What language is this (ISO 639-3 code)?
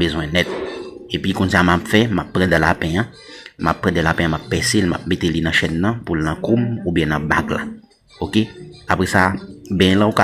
hat